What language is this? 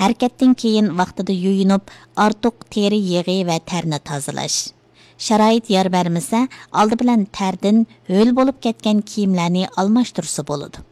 Uyghur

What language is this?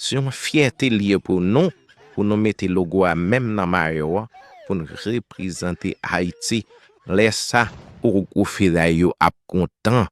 Haitian Creole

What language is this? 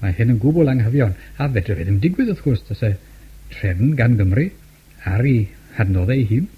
Welsh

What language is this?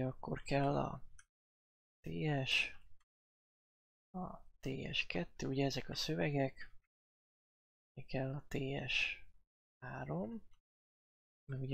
Hungarian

